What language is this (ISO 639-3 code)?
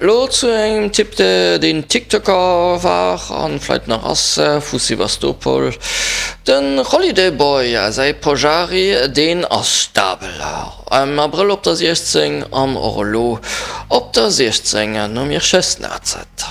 ltz